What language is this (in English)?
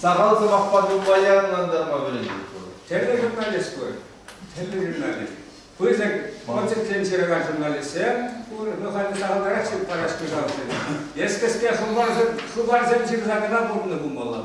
Chuvash